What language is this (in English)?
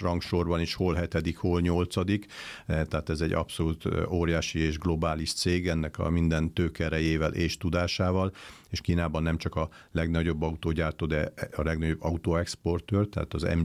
Hungarian